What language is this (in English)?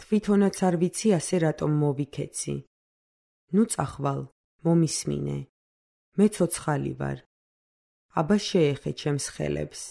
Georgian